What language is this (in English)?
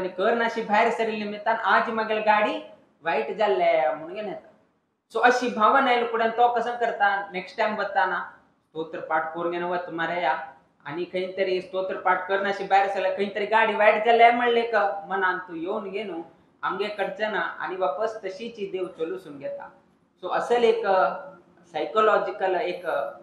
Konkani